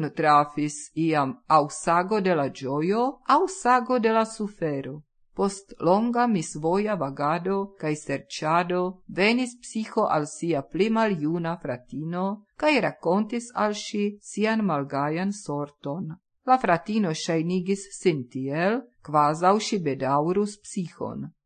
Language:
Esperanto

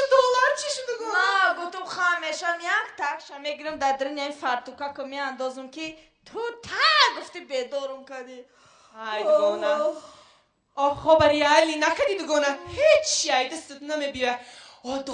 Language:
Tajik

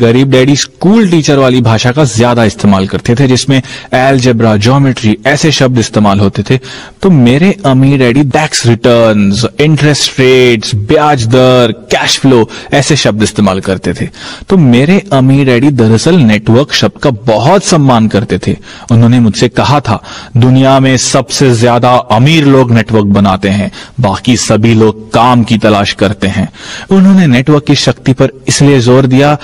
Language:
Hindi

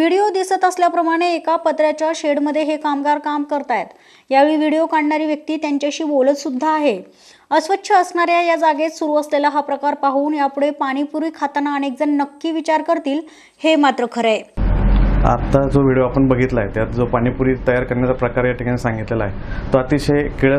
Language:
Marathi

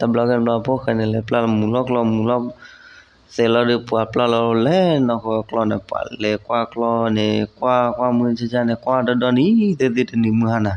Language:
S'gaw Karen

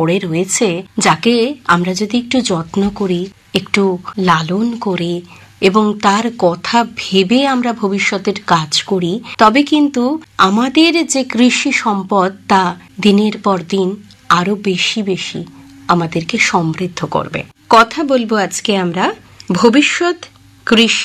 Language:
Bangla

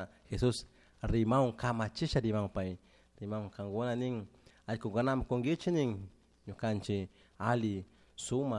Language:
Chimborazo Highland Quichua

